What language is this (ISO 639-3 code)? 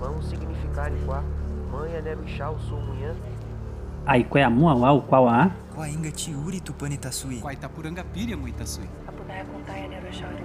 yrl